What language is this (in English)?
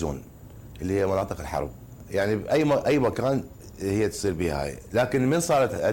Mesopotamian Arabic